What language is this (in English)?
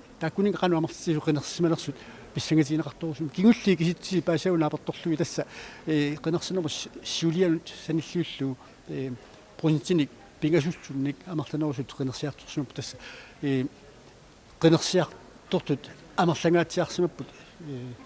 Kalaallisut